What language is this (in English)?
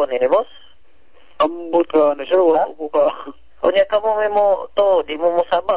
Cebuano